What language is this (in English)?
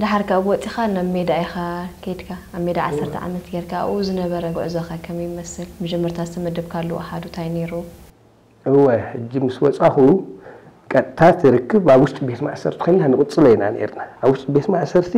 Tigrinya